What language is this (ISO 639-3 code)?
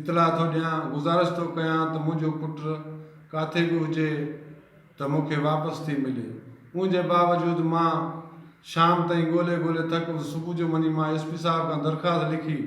snd